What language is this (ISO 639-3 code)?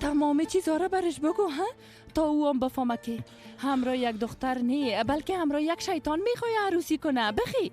fas